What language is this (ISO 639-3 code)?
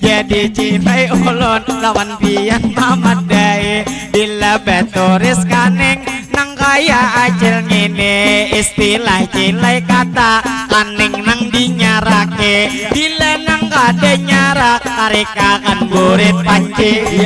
bjn